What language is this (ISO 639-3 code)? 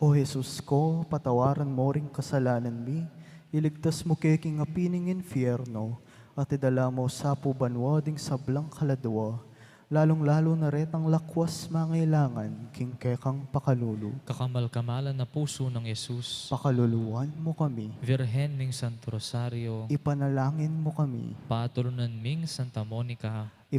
pam